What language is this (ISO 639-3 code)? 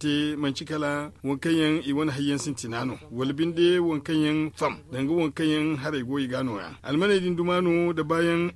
dje